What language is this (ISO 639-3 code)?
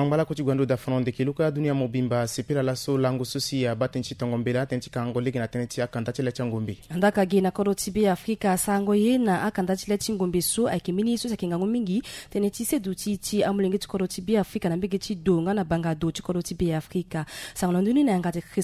sag